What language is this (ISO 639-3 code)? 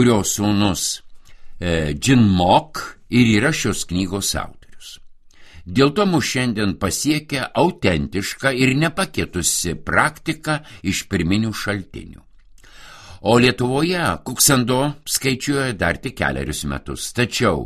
lit